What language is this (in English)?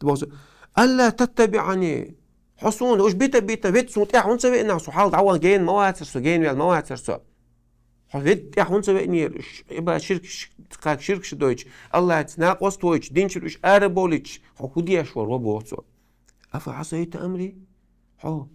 Chechen